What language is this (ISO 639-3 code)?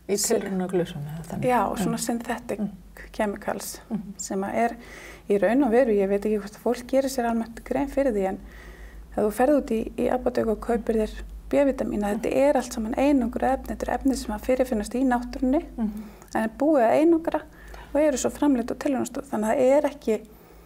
isl